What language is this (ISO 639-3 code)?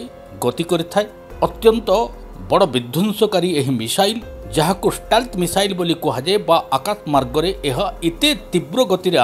ori